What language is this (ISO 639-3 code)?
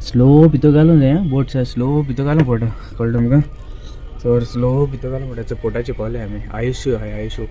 kok